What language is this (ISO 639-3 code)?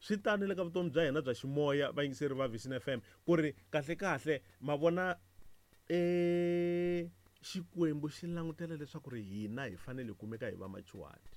tso